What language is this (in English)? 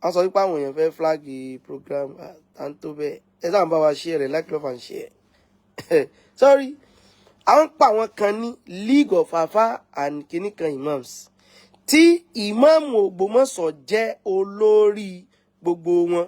Yoruba